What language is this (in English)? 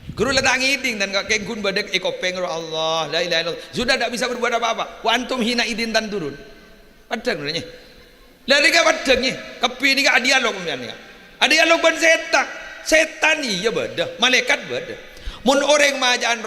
Madurese